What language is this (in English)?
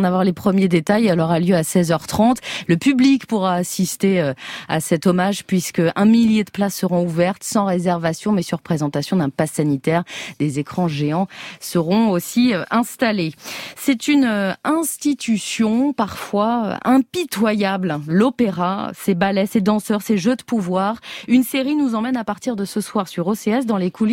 French